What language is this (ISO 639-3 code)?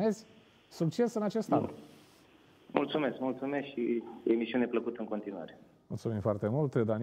ron